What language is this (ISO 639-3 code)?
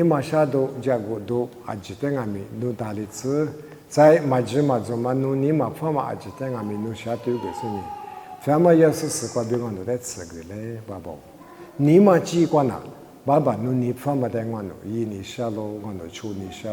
lis